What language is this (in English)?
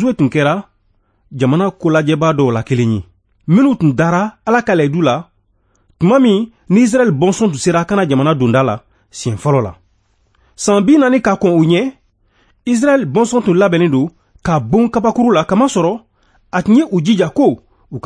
Bambara